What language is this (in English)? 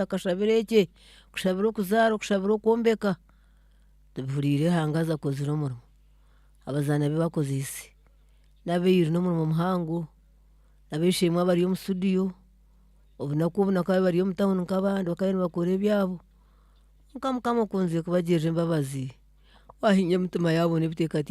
Nyankole